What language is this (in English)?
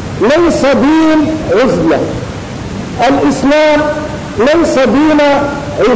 Arabic